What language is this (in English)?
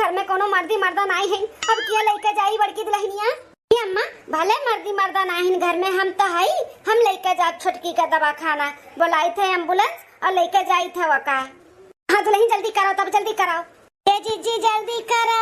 Awadhi